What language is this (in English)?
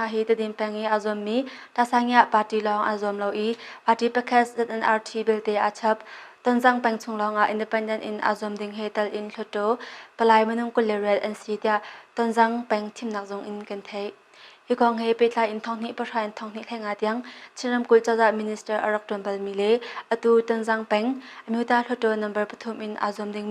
Hakha Chin